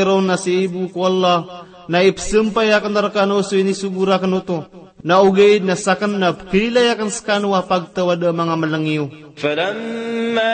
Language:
Maranao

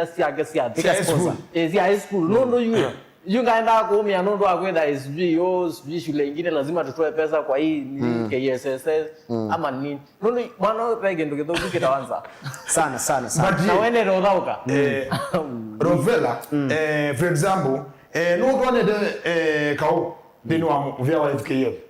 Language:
Kamba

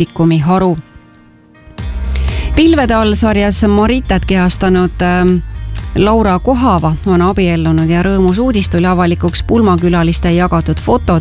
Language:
Estonian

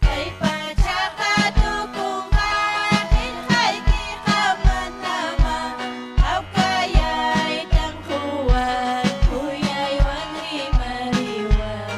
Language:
Ayacucho Quechua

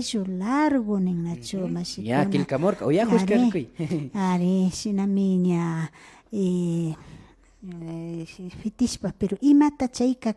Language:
Imbabura Highland Quichua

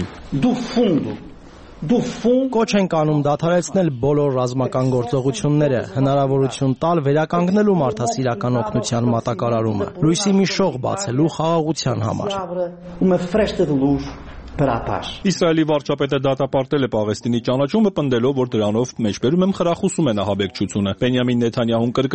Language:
Armenian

